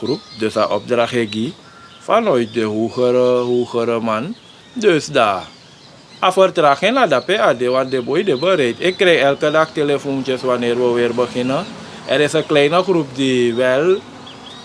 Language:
Sranan Tongo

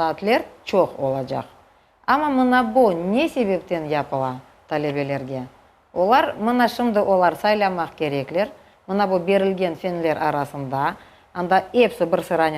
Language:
Crimean Tatar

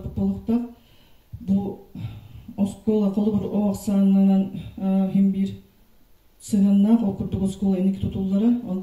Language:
Yakut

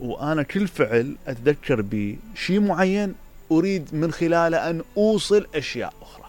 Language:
Mesopotamian Arabic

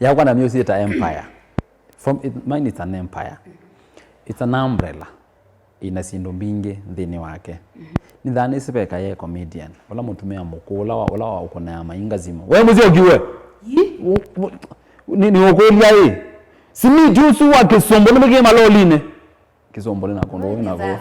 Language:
Kamba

